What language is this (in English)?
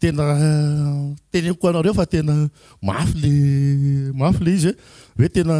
Malagasy